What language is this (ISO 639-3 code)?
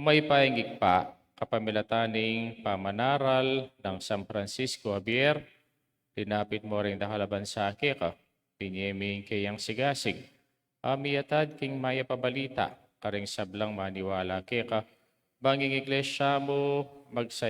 pam